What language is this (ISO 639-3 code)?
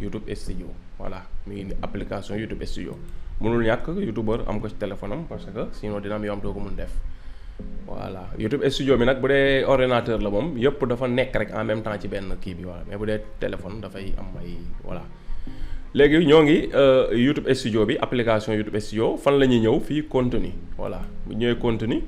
wol